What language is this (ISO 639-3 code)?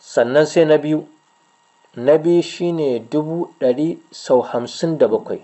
hau